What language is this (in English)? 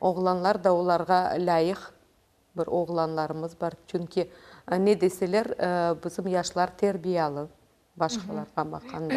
Crimean Tatar